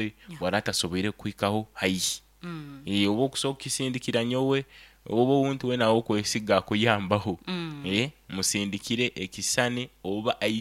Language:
Nyoro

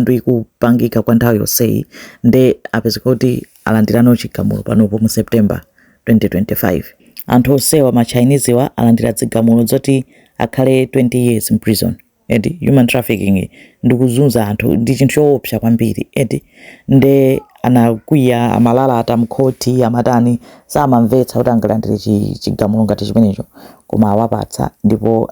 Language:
Nyanja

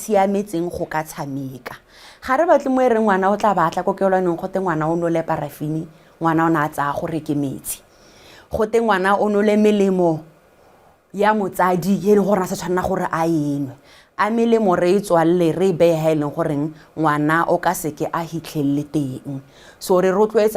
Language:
Tswana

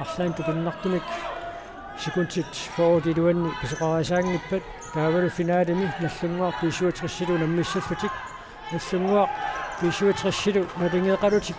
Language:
Kalaallisut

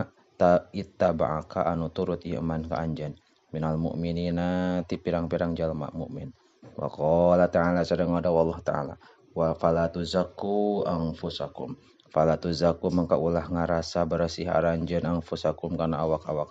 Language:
Sundanese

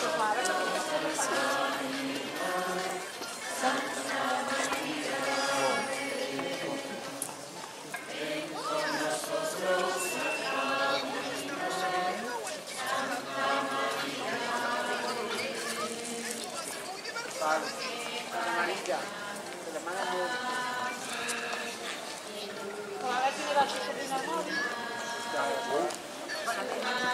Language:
Spanish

